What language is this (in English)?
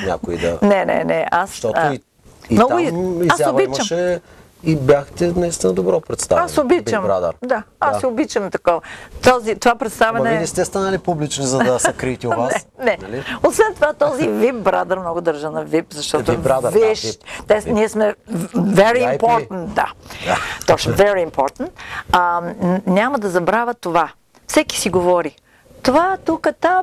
Bulgarian